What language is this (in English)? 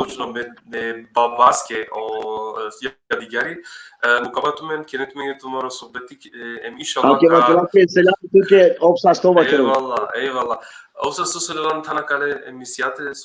Balkan Romani